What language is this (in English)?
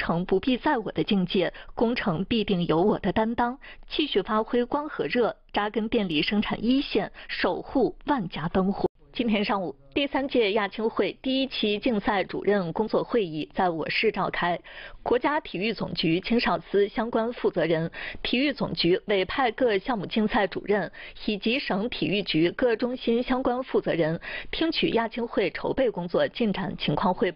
Chinese